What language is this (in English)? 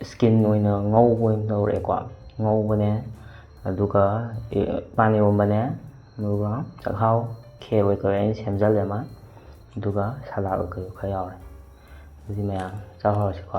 Manipuri